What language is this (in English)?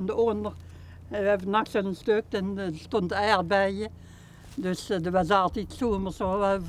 Limburgish